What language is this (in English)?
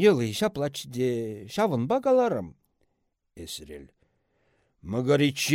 Chuvash